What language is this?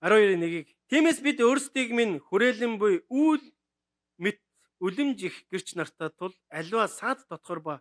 Mongolian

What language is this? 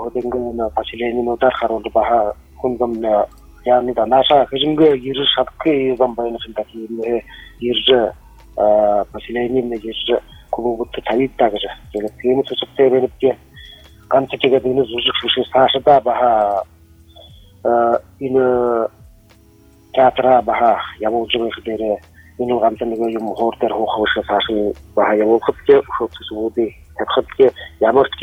Buriat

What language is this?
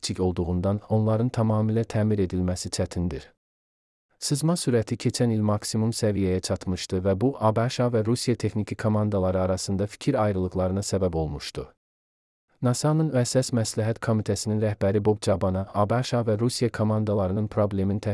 Azerbaijani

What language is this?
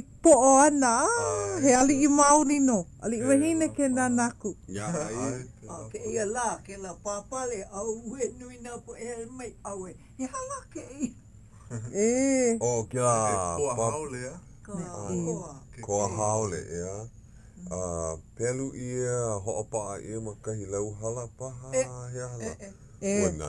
Hawaiian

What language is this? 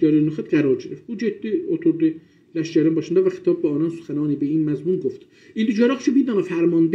South Azerbaijani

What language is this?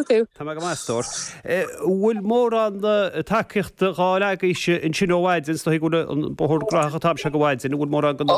Irish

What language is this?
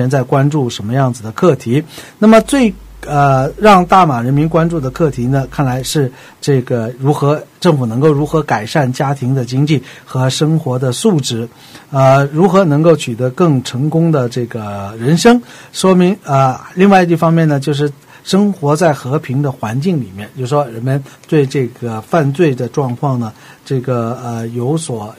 Chinese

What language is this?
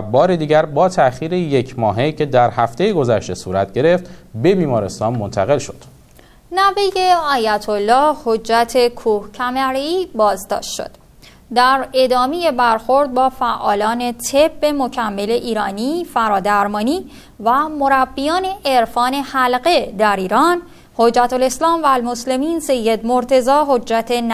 Persian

